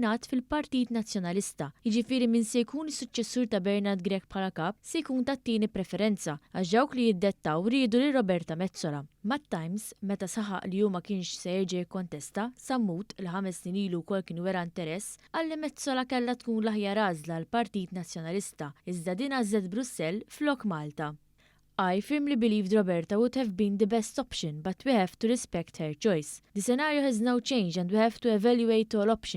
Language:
Maltese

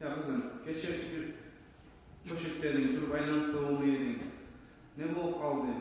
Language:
Kumyk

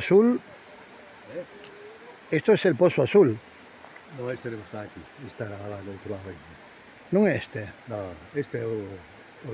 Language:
Galician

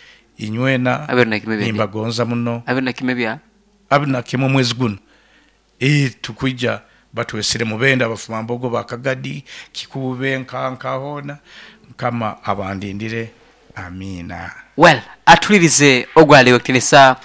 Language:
Nyoro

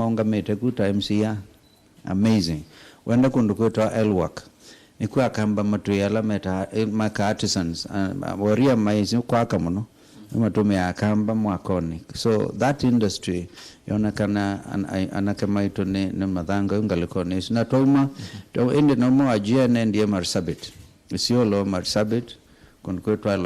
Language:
Kamba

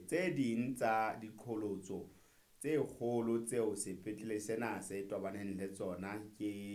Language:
Southern Sotho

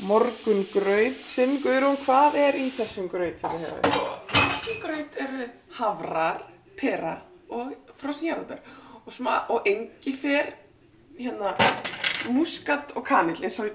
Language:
Icelandic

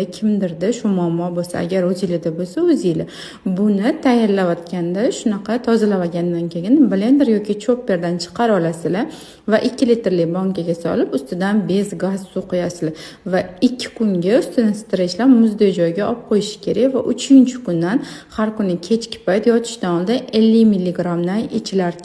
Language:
Uzbek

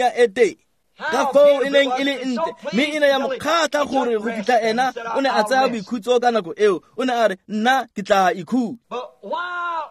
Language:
Tswana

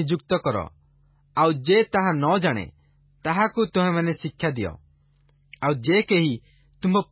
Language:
Odia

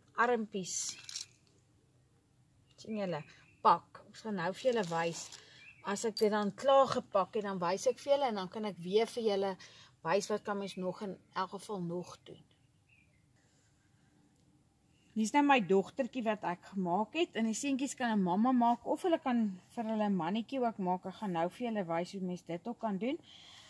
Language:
Afrikaans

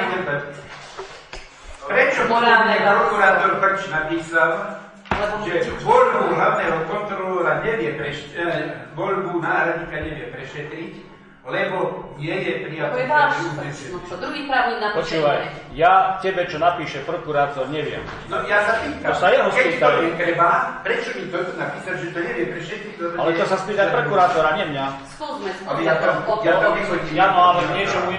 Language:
Slovak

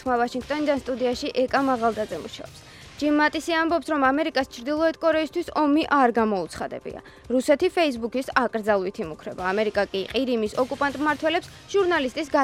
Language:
Georgian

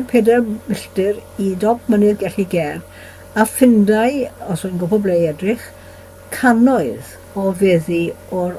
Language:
Welsh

